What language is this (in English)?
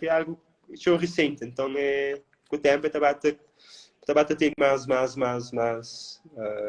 Kabuverdianu